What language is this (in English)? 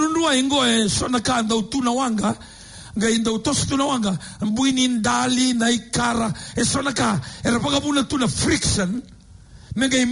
Fijian